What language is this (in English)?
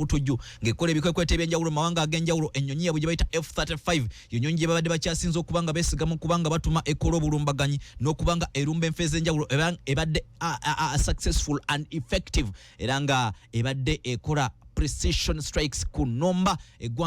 Ganda